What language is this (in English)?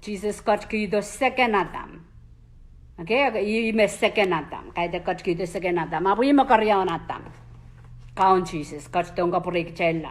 Pohnpeian